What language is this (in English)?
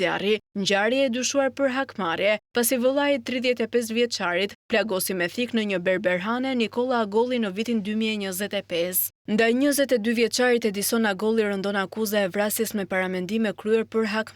Albanian